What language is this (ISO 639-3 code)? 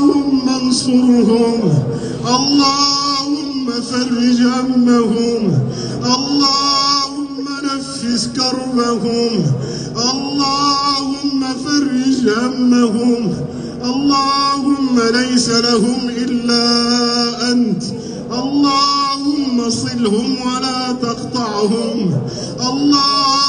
ara